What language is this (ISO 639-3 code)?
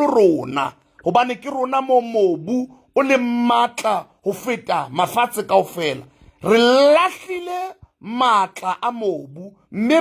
sot